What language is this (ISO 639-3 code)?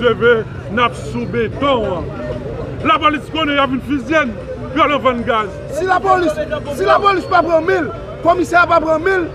hat